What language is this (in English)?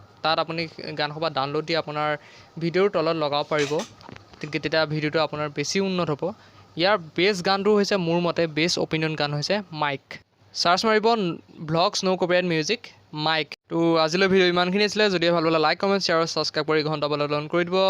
Assamese